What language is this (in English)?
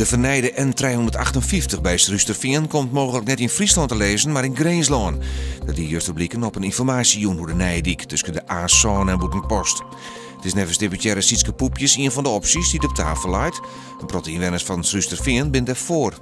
Western Frisian